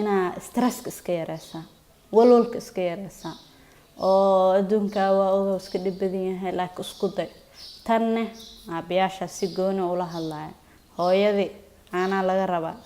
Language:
Somali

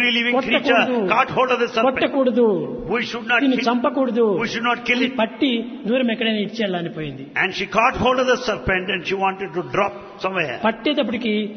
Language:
Telugu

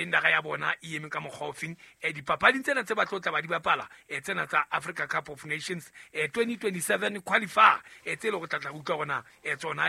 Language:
Southern Sotho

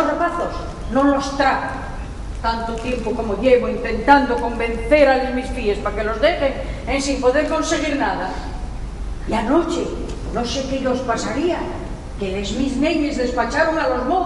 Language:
Asturian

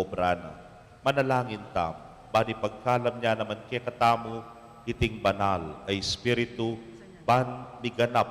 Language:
Pampanga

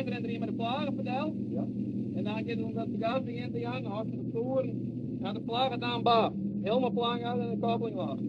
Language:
Western Frisian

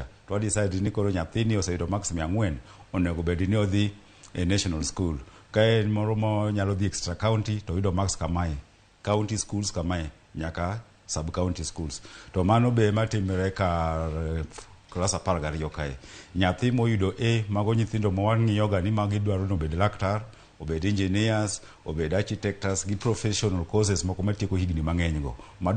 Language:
Luo (Kenya and Tanzania)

